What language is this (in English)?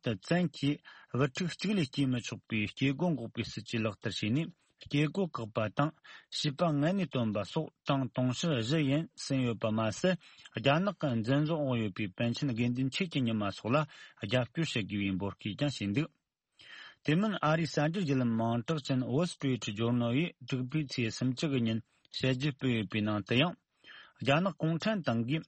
Tibetan